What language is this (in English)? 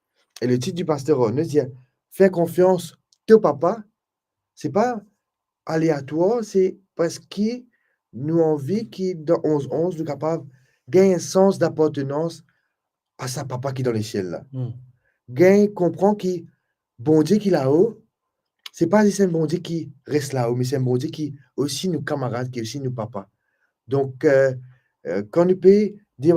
Morisyen